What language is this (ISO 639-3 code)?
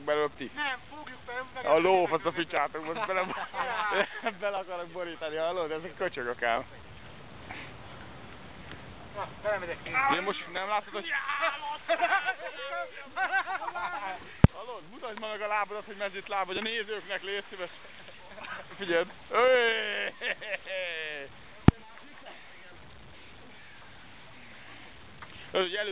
hun